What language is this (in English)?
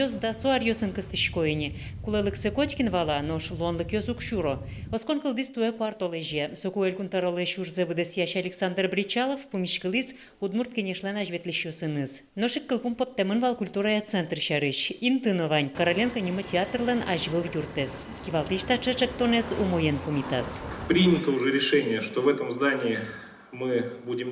Udmurt